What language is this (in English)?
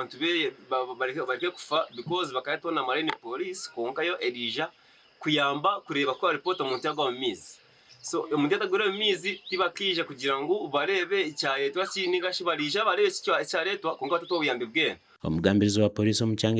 Nyankole